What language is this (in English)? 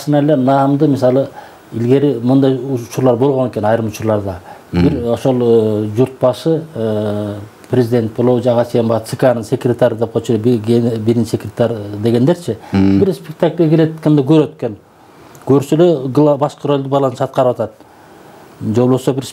Kyrgyz